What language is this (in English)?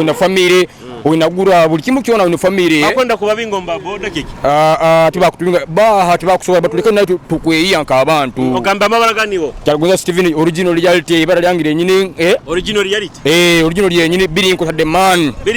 Nyoro